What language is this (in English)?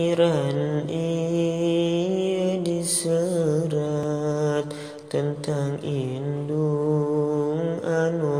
Sundanese